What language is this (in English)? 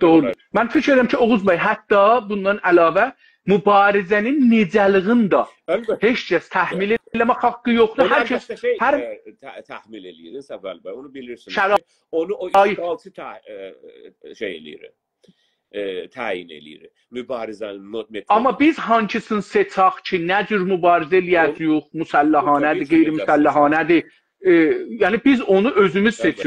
South Azerbaijani